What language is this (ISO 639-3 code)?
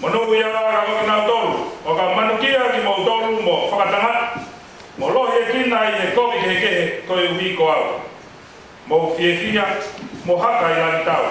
ton